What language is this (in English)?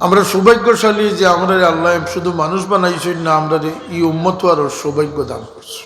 Sylheti